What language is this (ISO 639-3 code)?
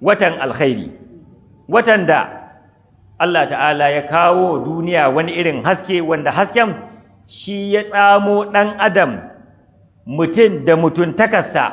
hau